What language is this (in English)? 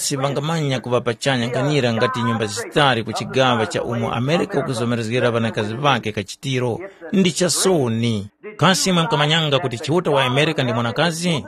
Tumbuka